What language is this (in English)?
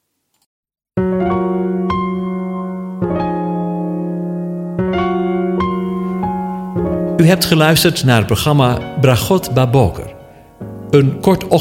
Dutch